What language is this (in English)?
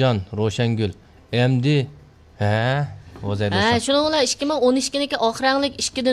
Uyghur